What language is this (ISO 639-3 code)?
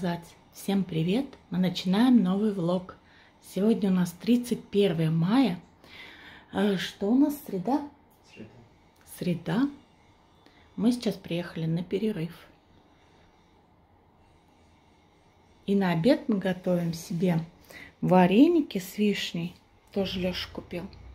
rus